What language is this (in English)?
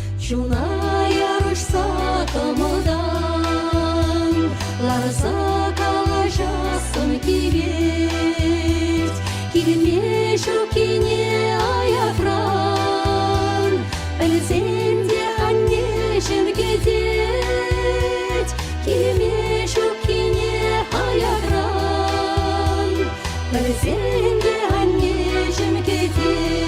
Chuvash